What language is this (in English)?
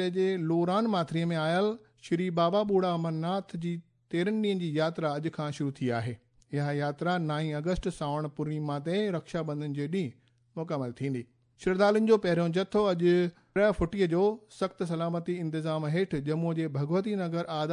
Sindhi